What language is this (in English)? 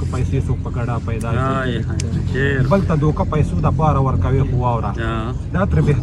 Pashto